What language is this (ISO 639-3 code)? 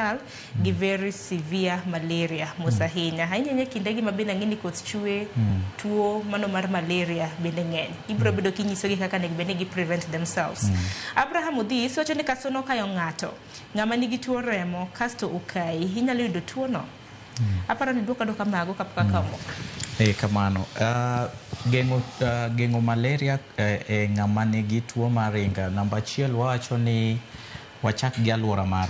luo